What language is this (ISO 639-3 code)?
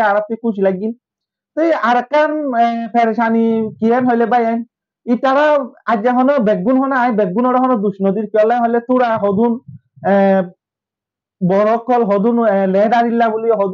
rhg